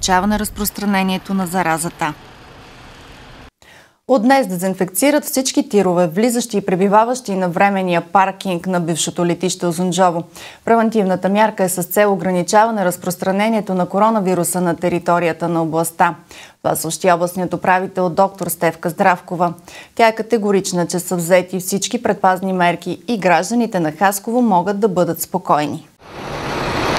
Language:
Bulgarian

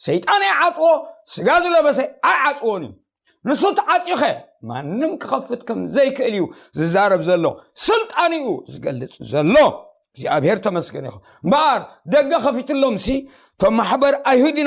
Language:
Tigrinya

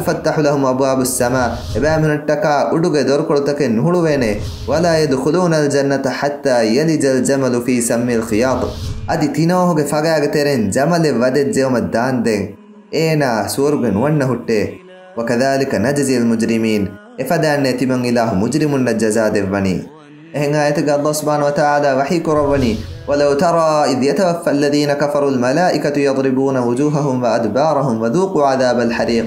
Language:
Divehi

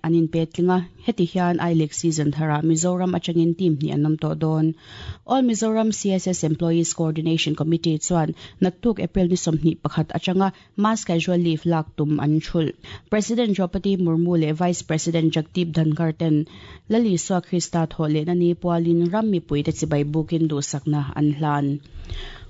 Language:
Mizo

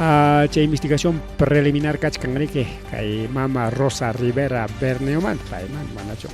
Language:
Ayacucho Quechua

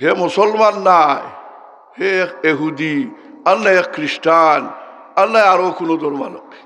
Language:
Sylheti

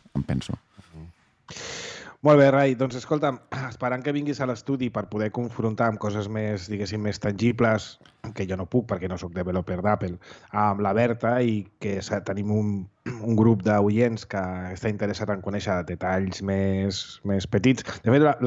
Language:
Catalan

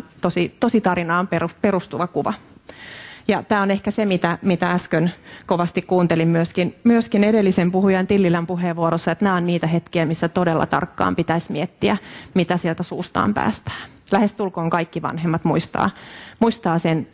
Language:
Finnish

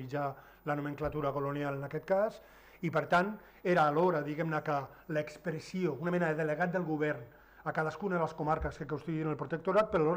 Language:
Catalan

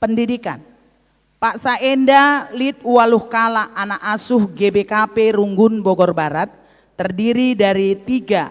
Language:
Batak Karo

